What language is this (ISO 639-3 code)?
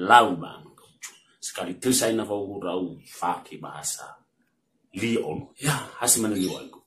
nia